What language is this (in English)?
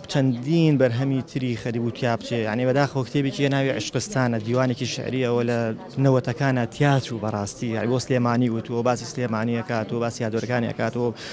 Central Kurdish